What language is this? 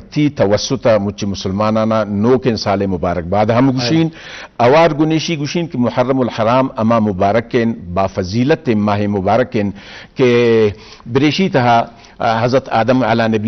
Eastern Balochi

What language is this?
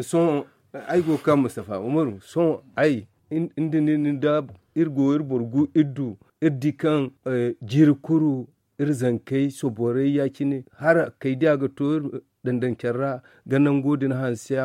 Zarma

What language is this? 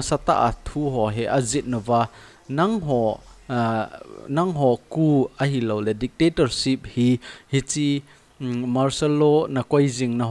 Thado Chin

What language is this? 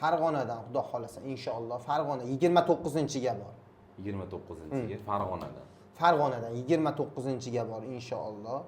Uzbek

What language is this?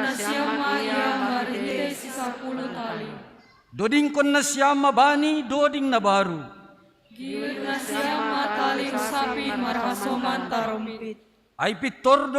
Batak Simalungun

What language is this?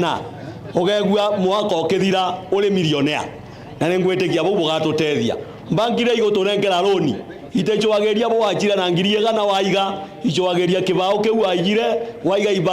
Meru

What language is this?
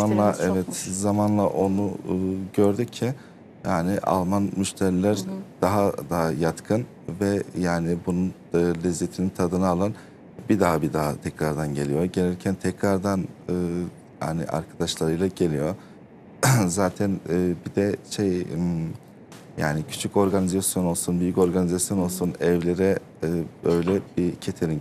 Turkish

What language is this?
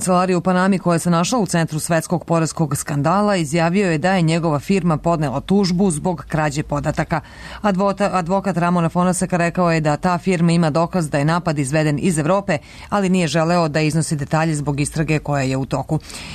Serbian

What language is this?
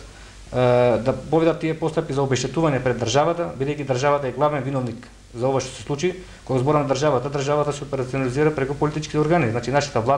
Macedonian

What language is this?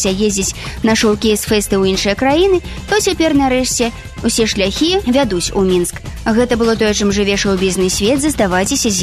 Belarusian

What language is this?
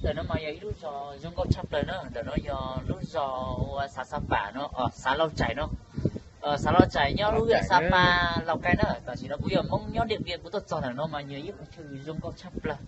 Hmong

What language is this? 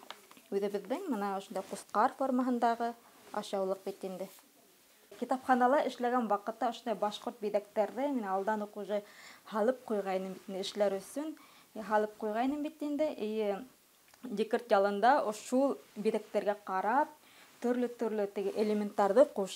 Bashkir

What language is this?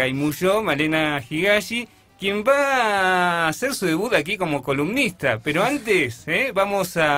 Spanish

